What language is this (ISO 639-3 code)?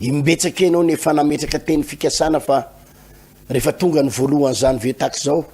mlg